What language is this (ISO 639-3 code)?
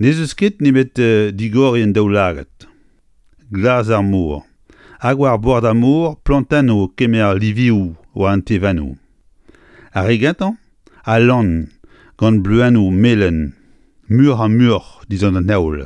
bre